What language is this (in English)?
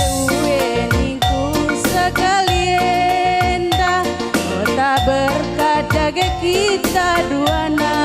Batak Karo